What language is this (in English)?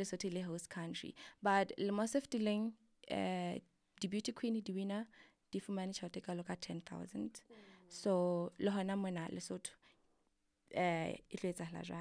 Southern Sotho